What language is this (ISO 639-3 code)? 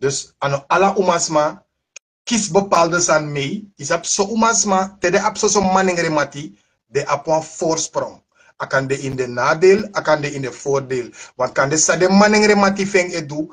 srn